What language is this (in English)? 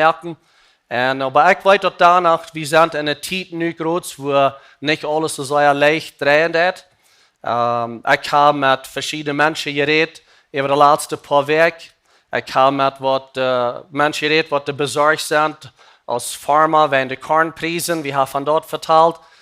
Plautdietsch